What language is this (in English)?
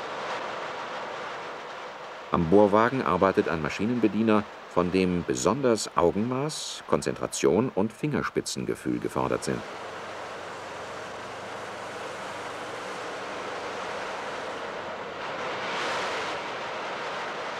German